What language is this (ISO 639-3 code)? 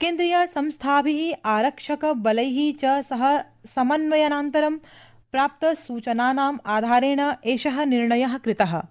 san